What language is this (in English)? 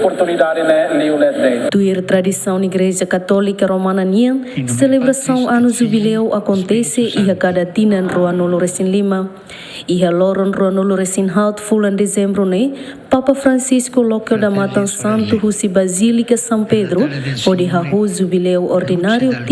Tetum